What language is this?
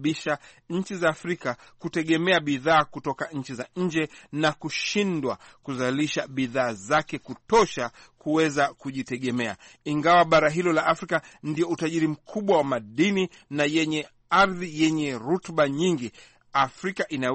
Swahili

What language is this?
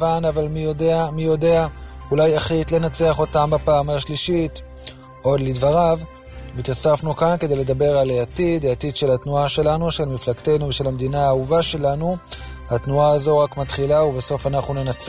Hebrew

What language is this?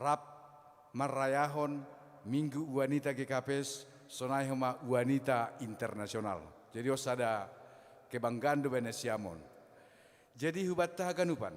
Batak Simalungun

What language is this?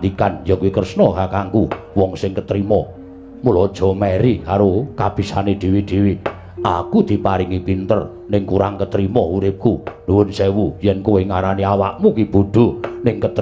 Javanese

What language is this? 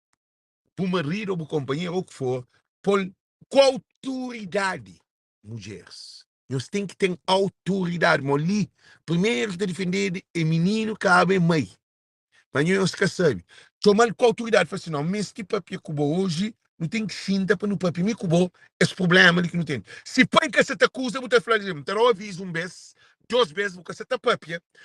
Kabuverdianu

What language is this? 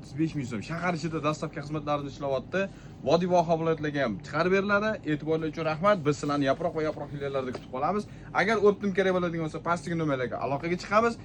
Uzbek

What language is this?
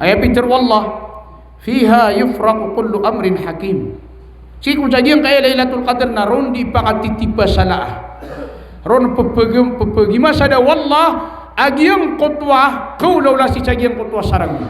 Maranao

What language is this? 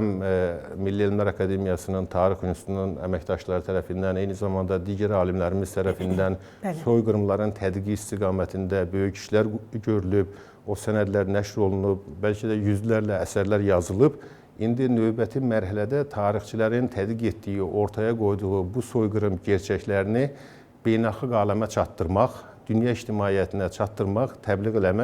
Azerbaijani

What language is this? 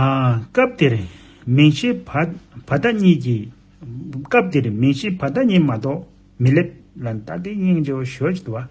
Tibetan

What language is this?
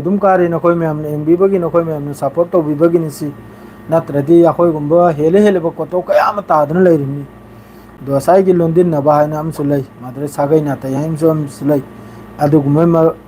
Manipuri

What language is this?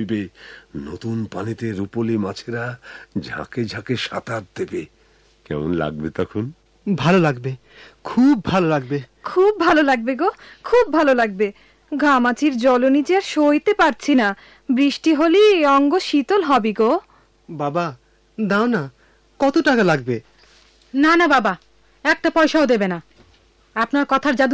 Bangla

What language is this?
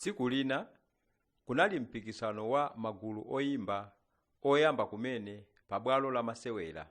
Nyanja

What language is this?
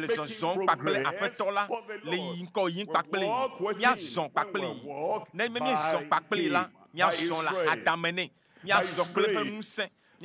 Ewe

